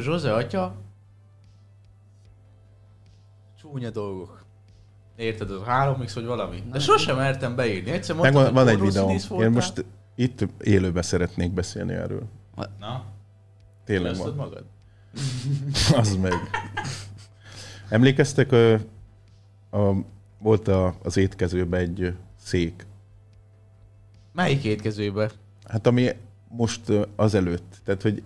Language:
Hungarian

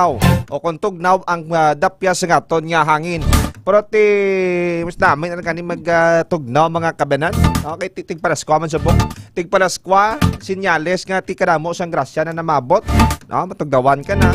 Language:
Hiligaynon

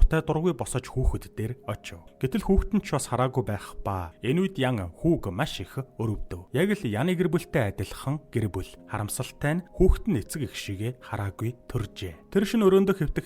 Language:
Mongolian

